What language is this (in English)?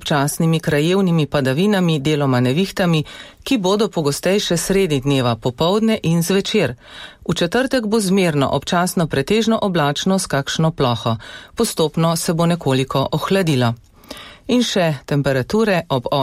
Slovenian